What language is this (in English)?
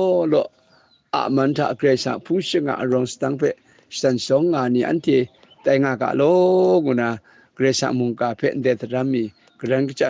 Kachin